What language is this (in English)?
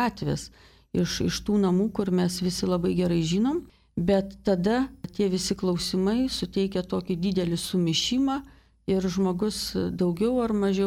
Lithuanian